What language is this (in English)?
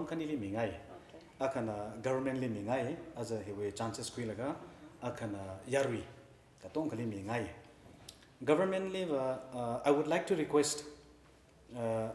Tangkhul Naga (India)